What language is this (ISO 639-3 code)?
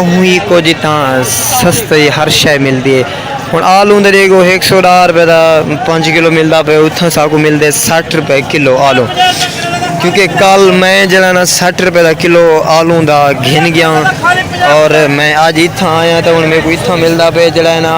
skr